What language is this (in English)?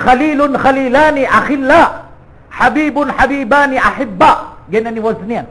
Maranao